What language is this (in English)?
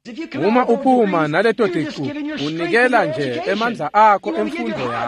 Swati